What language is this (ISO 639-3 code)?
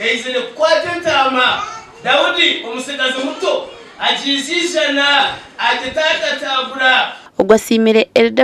nyn